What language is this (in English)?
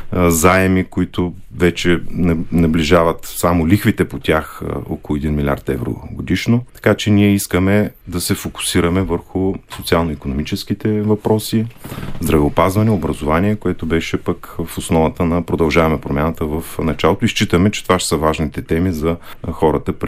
Bulgarian